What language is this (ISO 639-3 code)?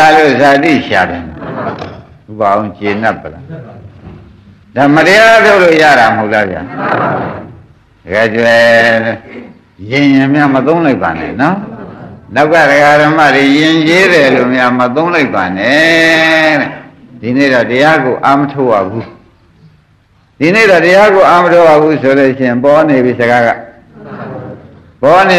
mya